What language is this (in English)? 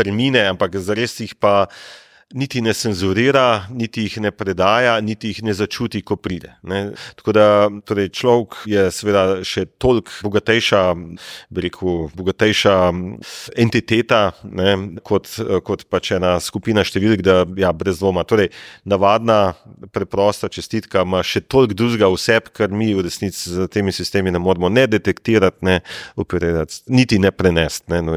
Slovenian